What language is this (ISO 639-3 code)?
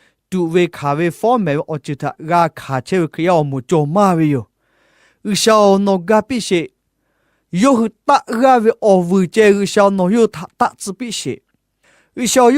lhu